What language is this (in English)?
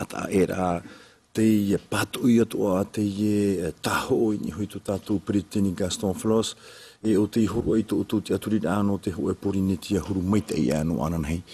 Tahitian